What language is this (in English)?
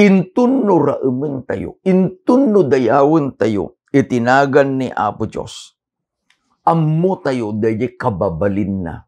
Iloko